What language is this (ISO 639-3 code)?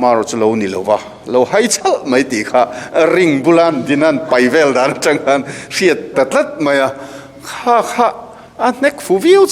lus